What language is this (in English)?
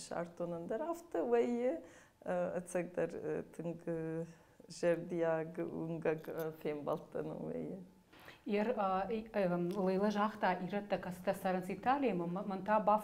Ossetic